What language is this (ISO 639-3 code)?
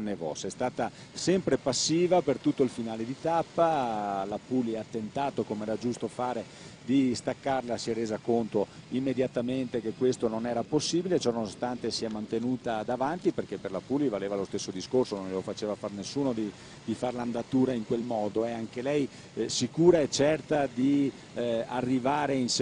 ita